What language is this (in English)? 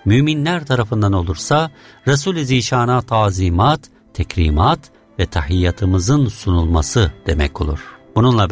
Turkish